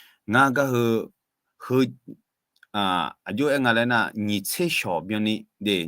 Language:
Akha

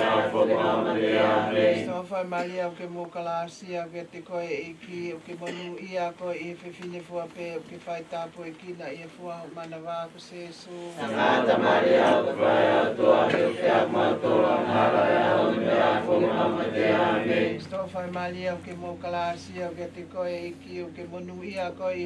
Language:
Tongan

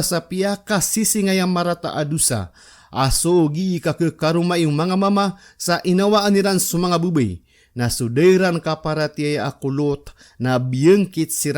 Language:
Maranao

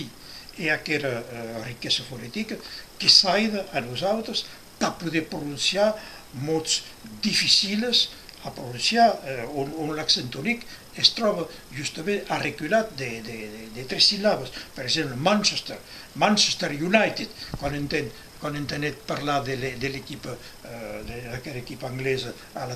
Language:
Occitan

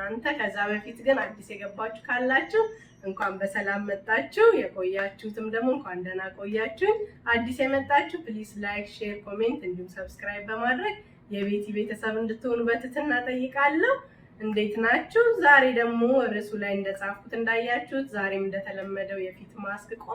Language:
Amharic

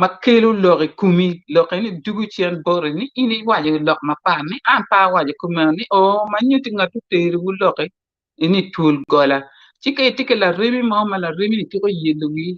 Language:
Acoli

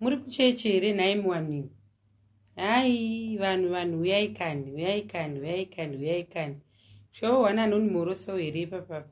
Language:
Shona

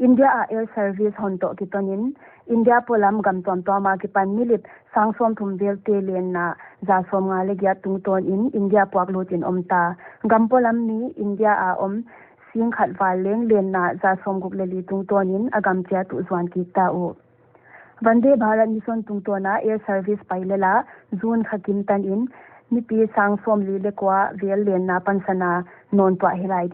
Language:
Paite Chin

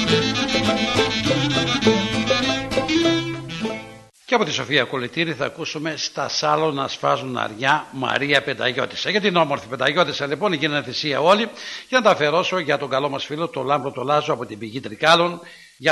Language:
Greek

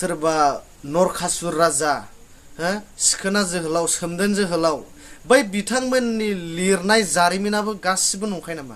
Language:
Bodo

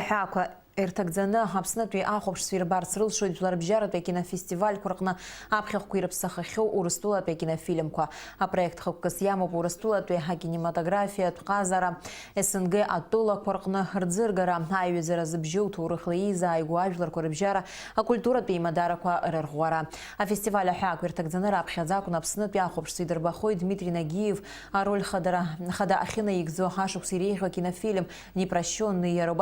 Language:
Abkhazian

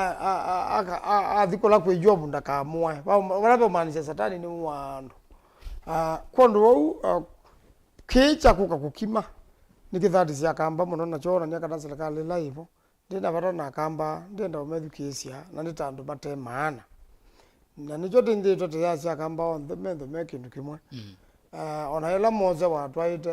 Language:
Kamba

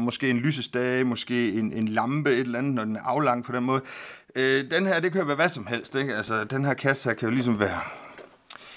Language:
Danish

